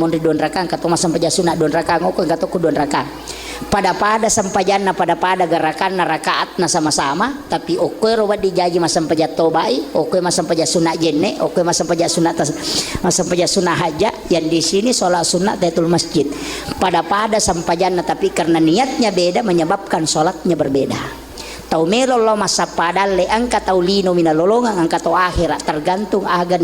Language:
Buginese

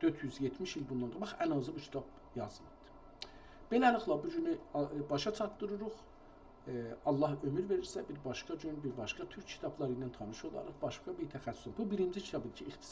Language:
South Azerbaijani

